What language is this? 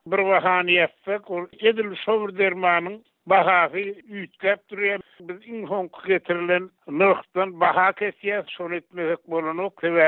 Turkmen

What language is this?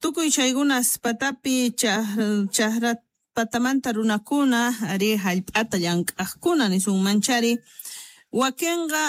South Bolivian Quechua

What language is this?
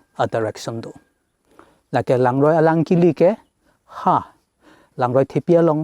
Karbi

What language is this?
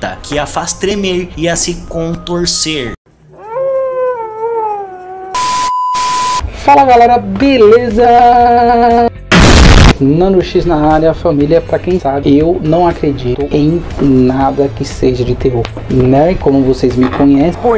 Portuguese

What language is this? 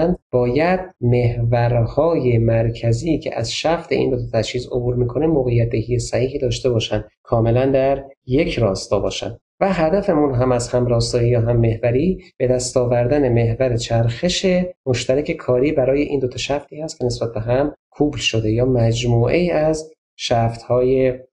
Persian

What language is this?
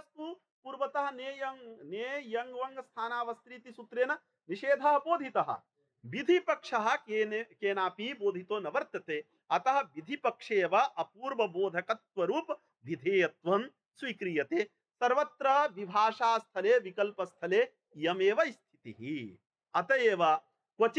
Sanskrit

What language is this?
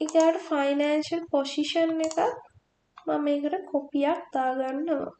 Sinhala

